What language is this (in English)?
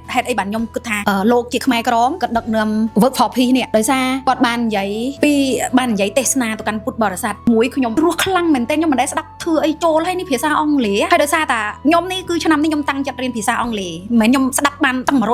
Khmer